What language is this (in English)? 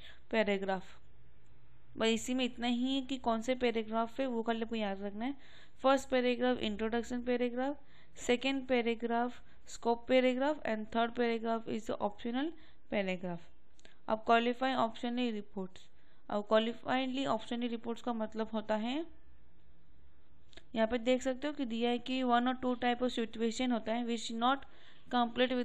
Hindi